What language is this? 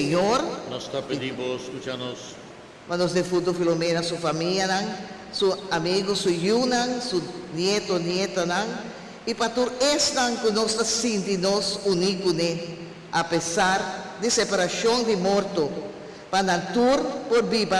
Papiamento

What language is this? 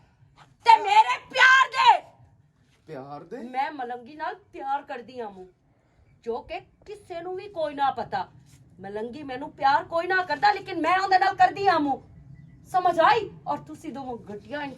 Western Panjabi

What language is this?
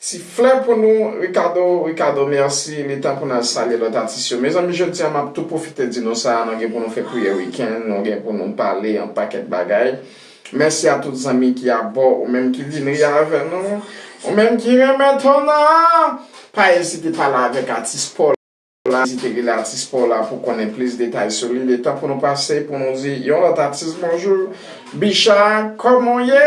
Haitian Creole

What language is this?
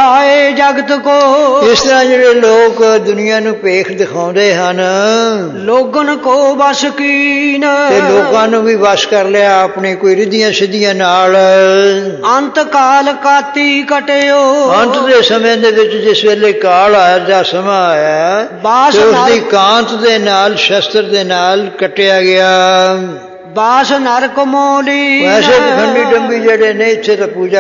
Punjabi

